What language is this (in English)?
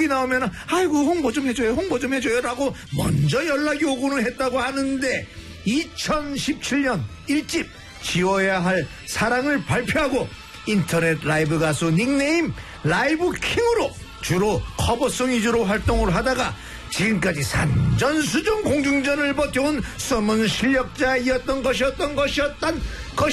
Korean